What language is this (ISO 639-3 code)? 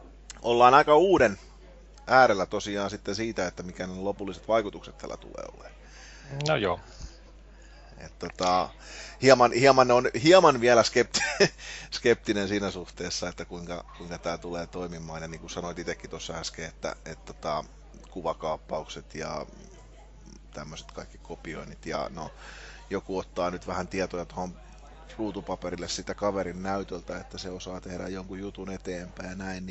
fin